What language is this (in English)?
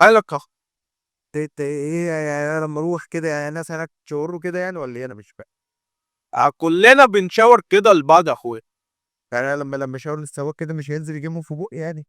Egyptian Arabic